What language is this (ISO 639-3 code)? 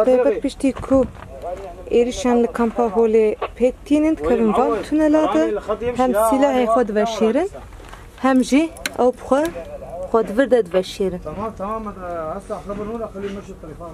kur